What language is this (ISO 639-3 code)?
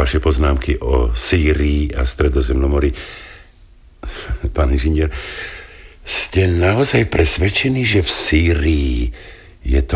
slk